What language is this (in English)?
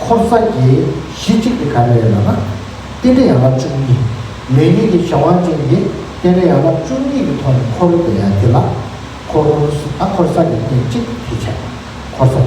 Tibetan